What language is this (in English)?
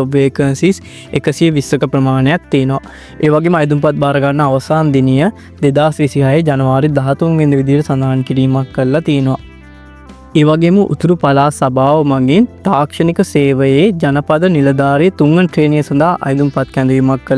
Sinhala